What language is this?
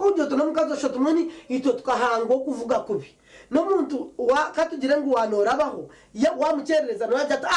Nyankole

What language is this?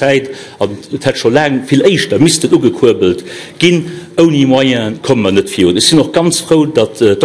Luxembourgish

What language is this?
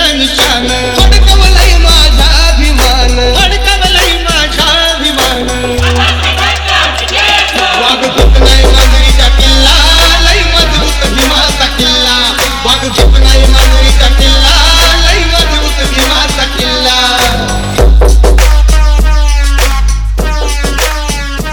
Marathi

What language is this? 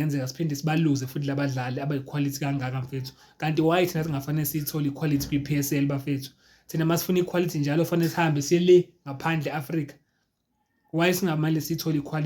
Zulu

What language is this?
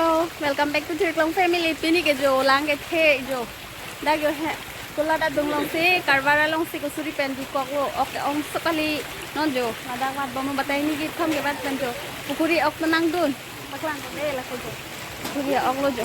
Karbi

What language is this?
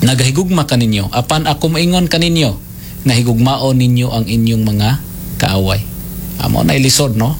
Cebuano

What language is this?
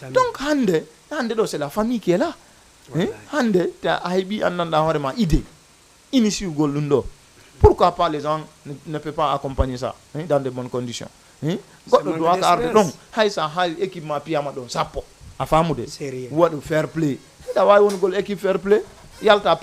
Fula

